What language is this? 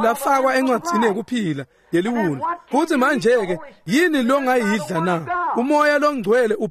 Swati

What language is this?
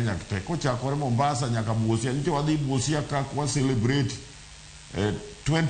Luo (Kenya and Tanzania)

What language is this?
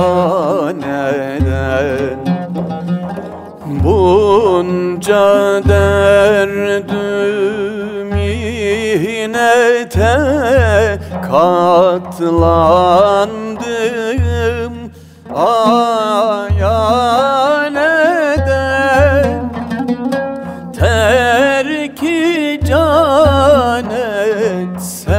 Turkish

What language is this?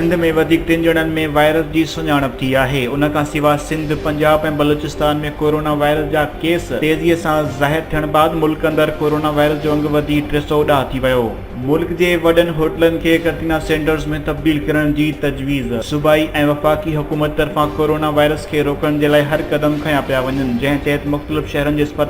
Sindhi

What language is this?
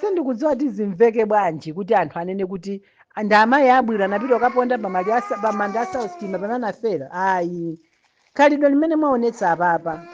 Nyanja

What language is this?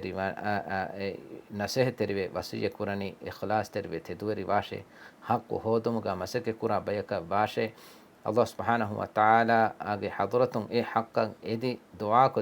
Divehi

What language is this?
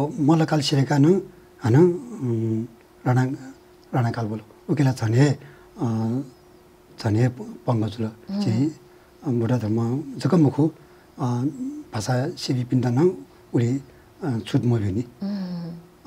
Newari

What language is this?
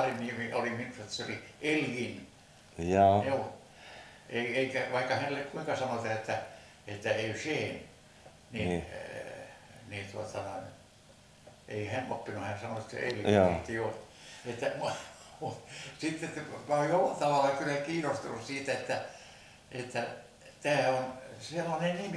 Finnish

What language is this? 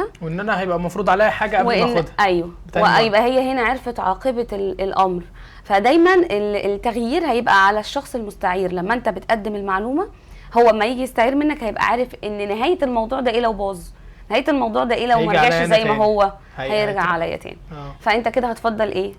Egyptian Arabic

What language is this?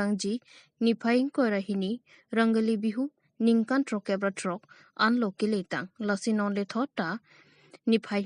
Karbi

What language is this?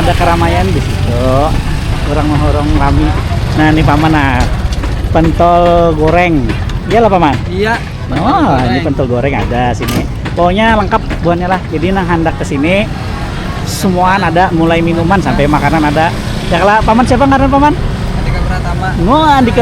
Banjar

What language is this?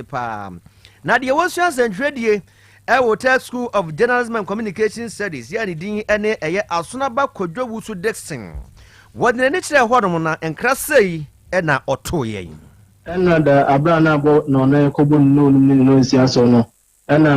Akan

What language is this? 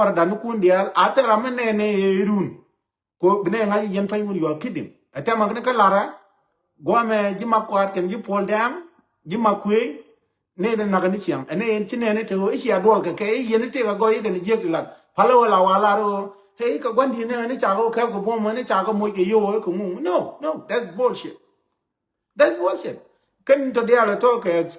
Nuer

